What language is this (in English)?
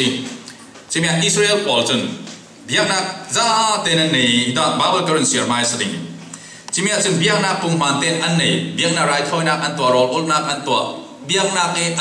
Falam Chin